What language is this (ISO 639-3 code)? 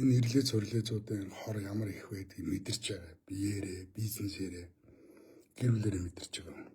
mon